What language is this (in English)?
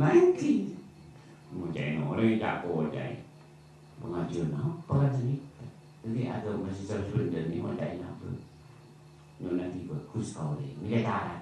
Madurese